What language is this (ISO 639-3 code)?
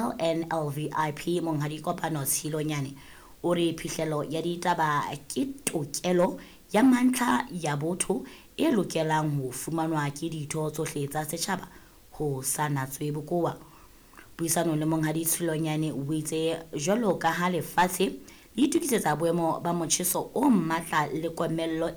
sot